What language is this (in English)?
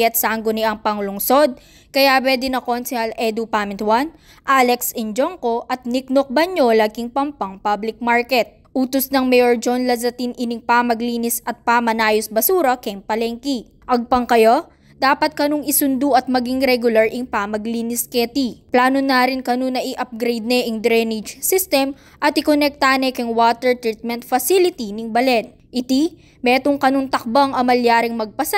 Pampanga